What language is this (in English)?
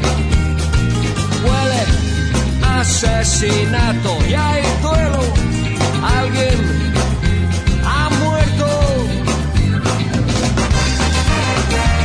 Spanish